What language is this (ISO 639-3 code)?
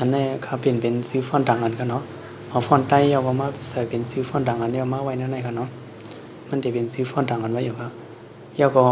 shn